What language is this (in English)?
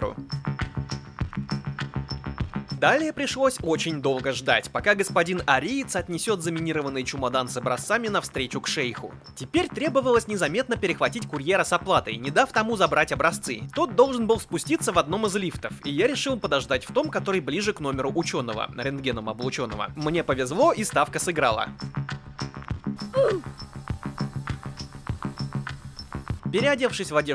Russian